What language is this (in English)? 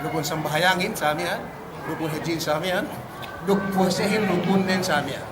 Yakan